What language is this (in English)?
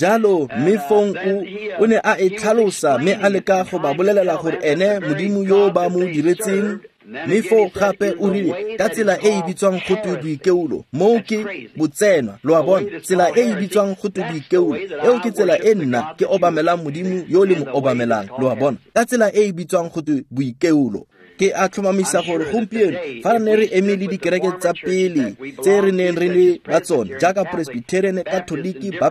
Tswana